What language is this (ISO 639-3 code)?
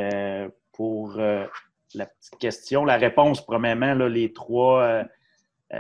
fra